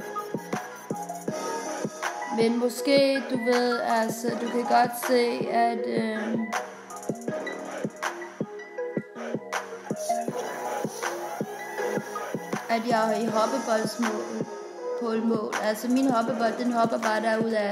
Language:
Danish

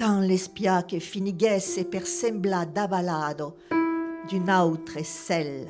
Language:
Occitan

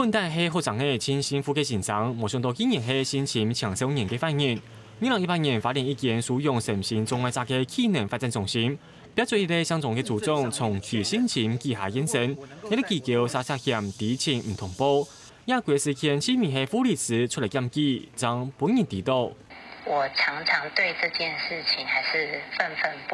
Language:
Hakka Chinese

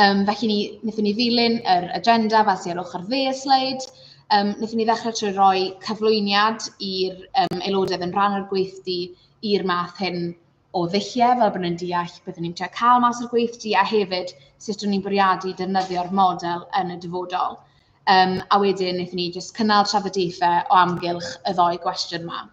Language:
Welsh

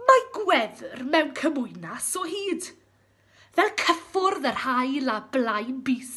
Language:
Welsh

